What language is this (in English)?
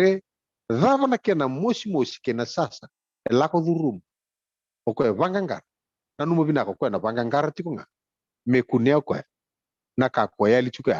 Fijian